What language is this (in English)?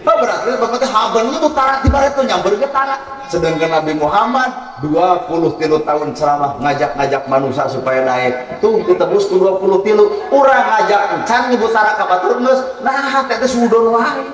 Sundanese